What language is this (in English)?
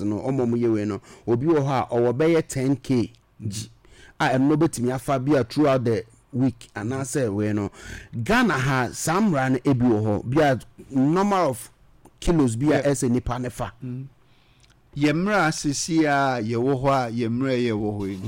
Akan